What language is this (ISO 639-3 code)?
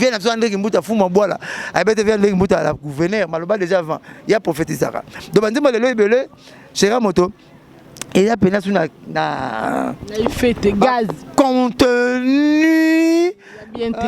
lin